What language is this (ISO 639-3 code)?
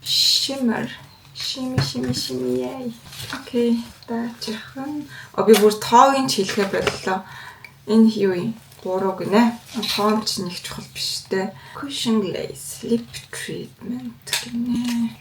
mon